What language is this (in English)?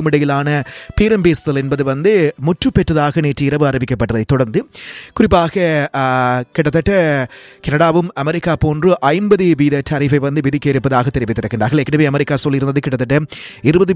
Tamil